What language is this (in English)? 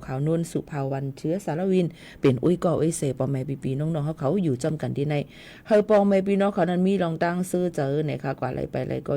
Shan